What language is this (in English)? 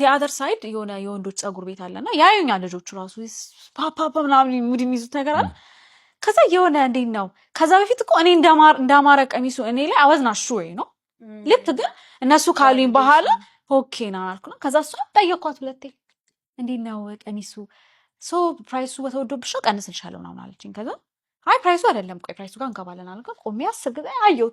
Amharic